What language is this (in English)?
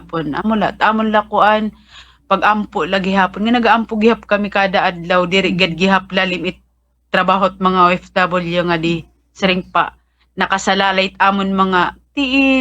Waray